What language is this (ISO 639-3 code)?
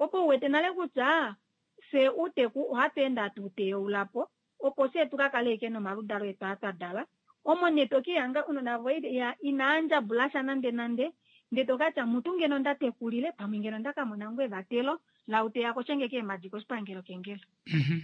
kua